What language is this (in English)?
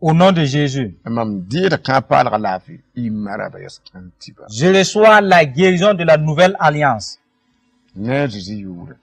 Mossi